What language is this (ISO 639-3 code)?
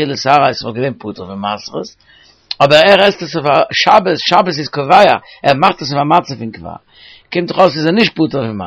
yid